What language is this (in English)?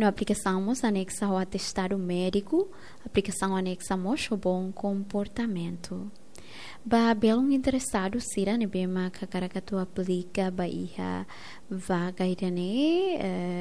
Tetum